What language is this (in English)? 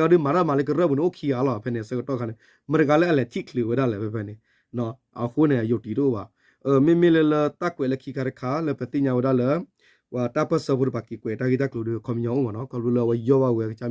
S'gaw Karen